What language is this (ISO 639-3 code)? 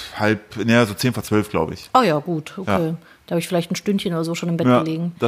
deu